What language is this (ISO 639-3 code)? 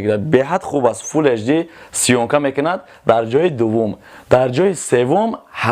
tgk